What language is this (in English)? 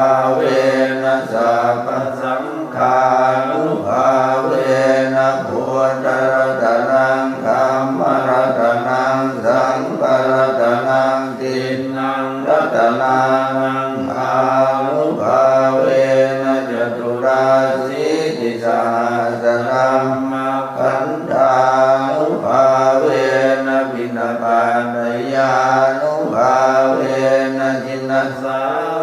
Pali